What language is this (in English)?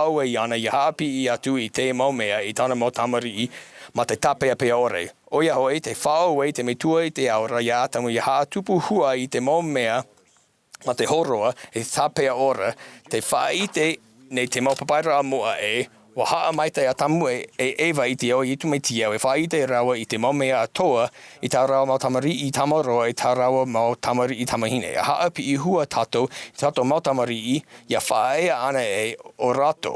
Tahitian